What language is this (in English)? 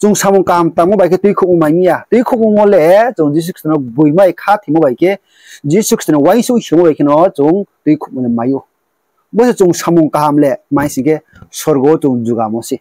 Riang (India)